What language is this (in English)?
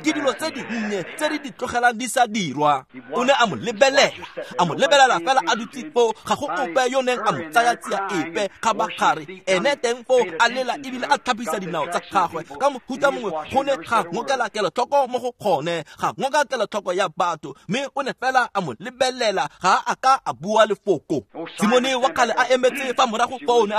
Tswana